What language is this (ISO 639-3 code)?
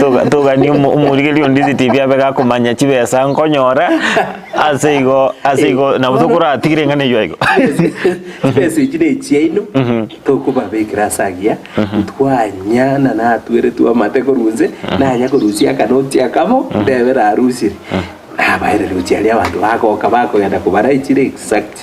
guz